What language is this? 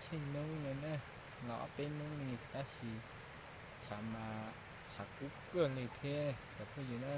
Hmong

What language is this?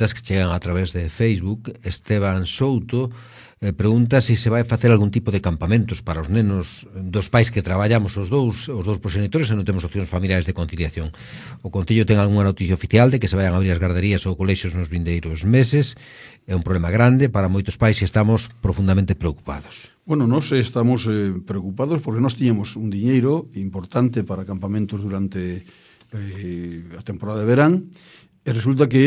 Galician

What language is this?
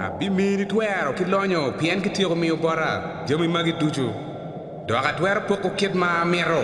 Acoli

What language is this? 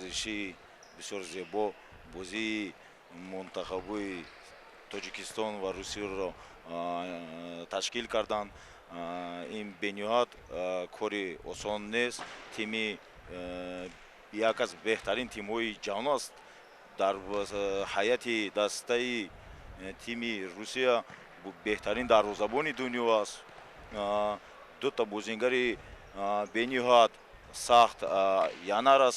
Tajik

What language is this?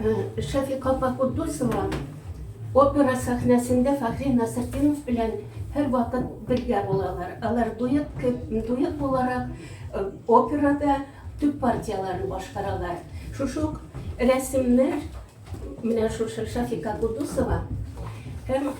Tatar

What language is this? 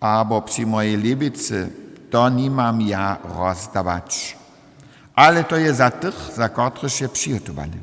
Upper Sorbian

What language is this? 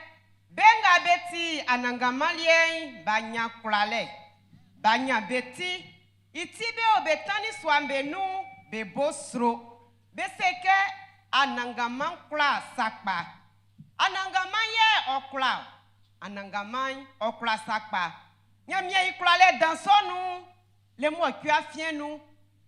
Baoulé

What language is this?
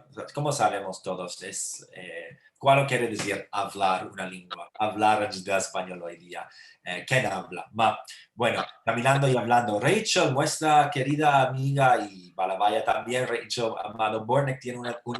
Ladino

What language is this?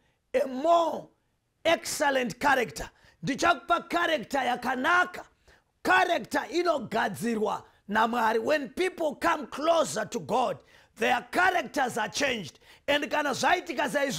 Shona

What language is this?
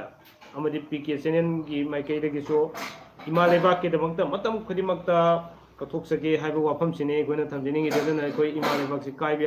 Manipuri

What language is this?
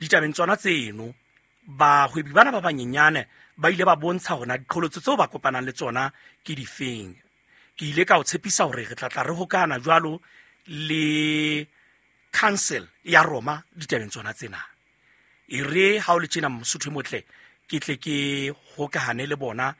Southern Sotho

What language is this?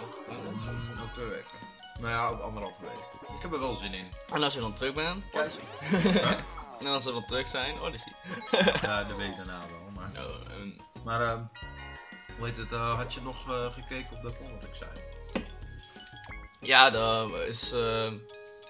Dutch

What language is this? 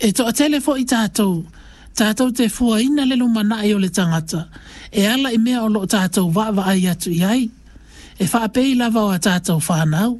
Samoan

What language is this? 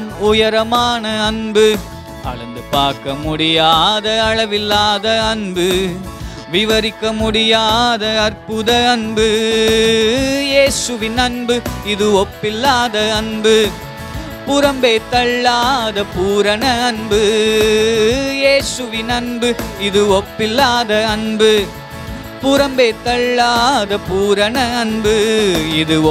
Tamil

